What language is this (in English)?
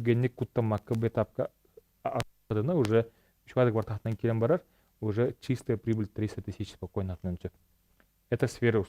Yakut